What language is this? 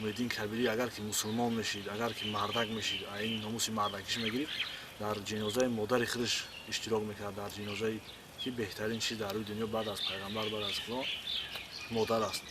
Tajik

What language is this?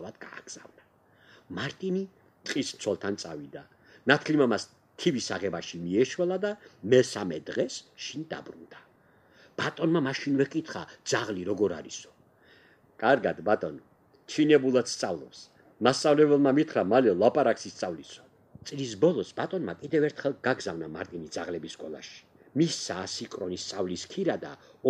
Georgian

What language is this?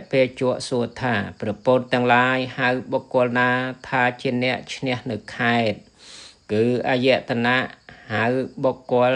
Khmer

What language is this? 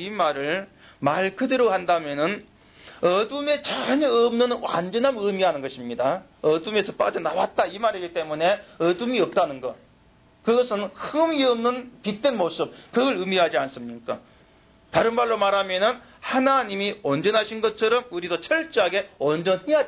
Korean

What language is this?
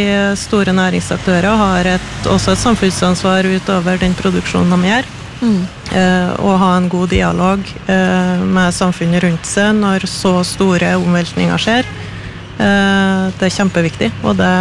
Norwegian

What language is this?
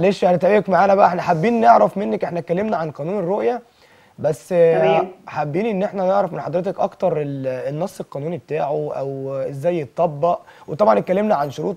Egyptian Arabic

